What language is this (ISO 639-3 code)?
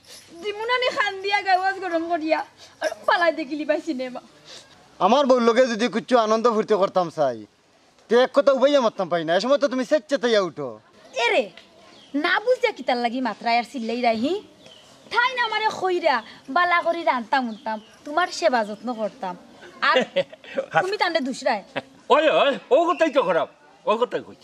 syl